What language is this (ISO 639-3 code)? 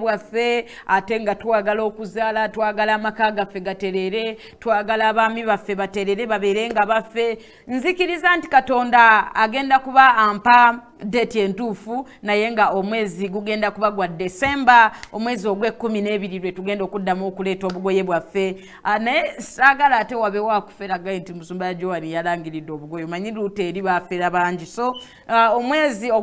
lug